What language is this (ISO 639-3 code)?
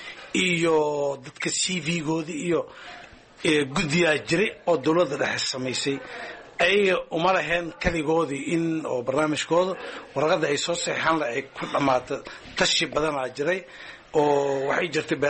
som